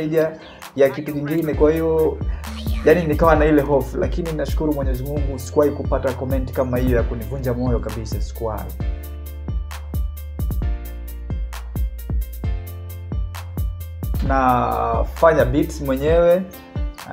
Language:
Swahili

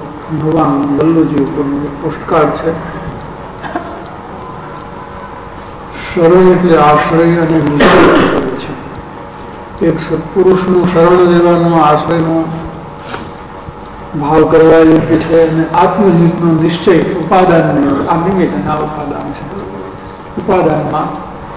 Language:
Gujarati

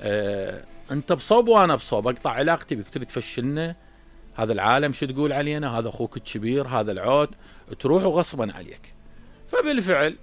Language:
Mesopotamian Arabic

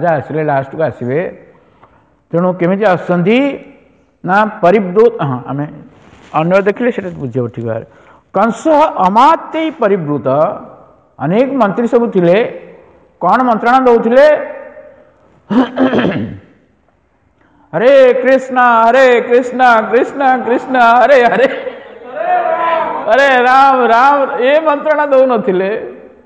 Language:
Odia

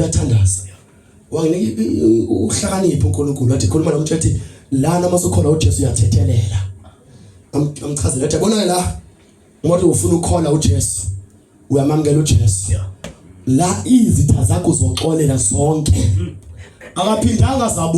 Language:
Zulu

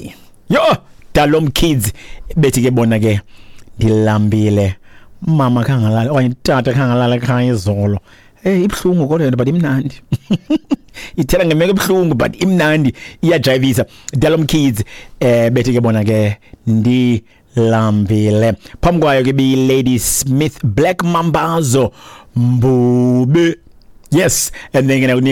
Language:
Xhosa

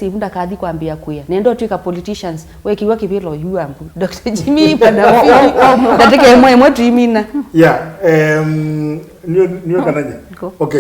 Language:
Kamba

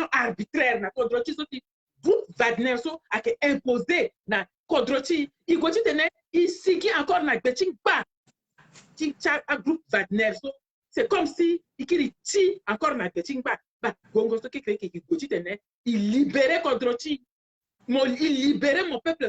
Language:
Sango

